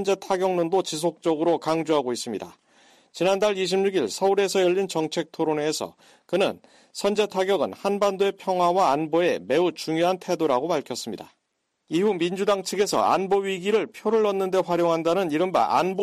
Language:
Korean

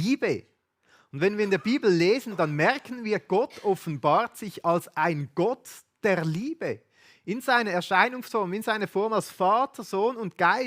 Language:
Swiss German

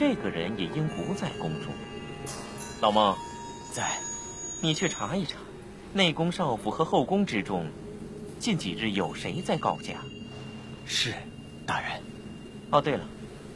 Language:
Chinese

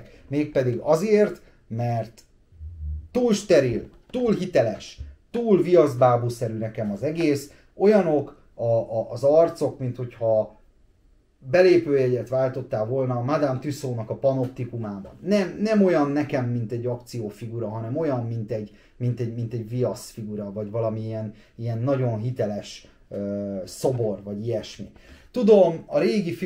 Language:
Hungarian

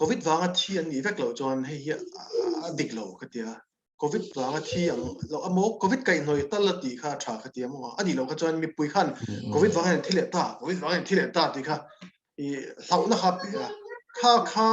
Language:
Mizo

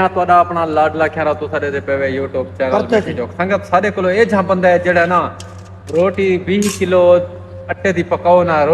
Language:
Saraiki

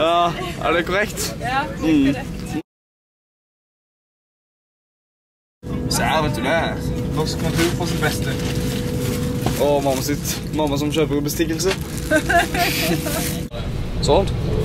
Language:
Norwegian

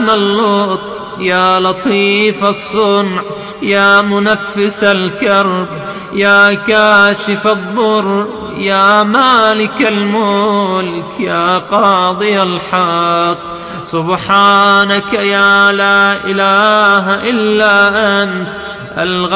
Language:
Arabic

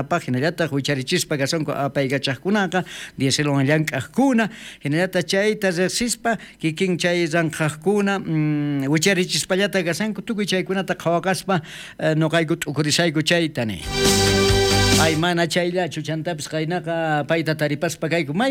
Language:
South Bolivian Quechua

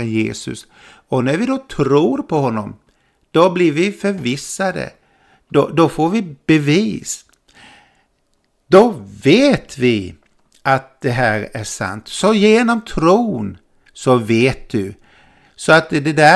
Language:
Swedish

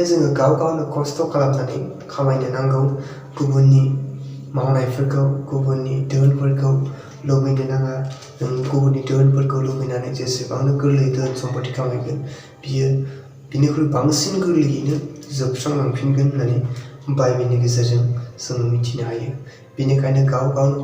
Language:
Bodo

